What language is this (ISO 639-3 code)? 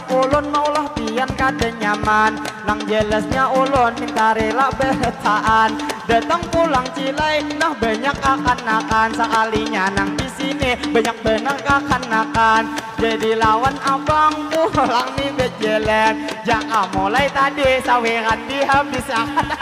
bjn